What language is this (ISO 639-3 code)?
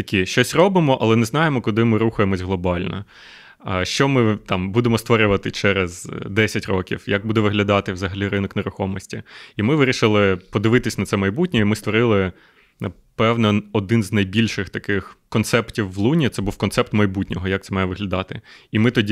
ukr